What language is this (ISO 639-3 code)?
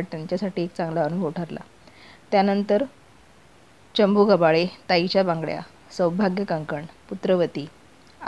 mar